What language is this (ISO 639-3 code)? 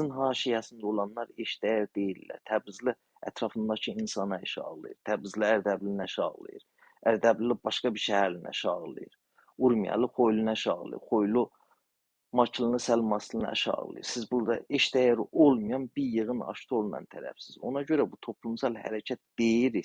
azb